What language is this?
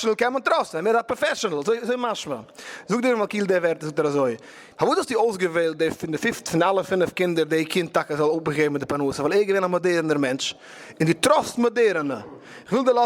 Yiddish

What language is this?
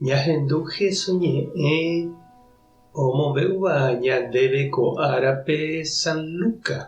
Guarani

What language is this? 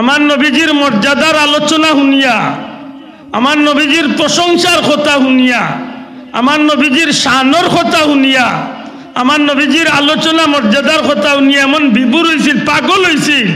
Sylheti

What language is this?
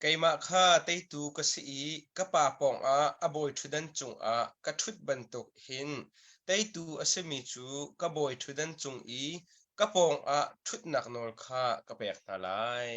Hakha Chin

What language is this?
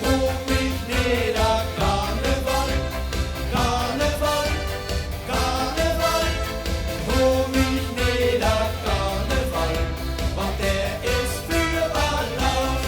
Limburgish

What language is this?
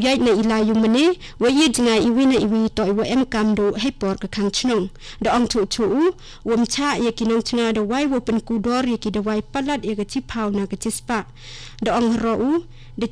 Khasi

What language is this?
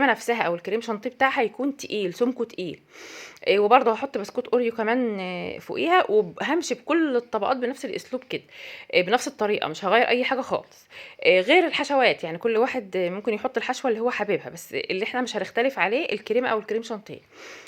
Egyptian Arabic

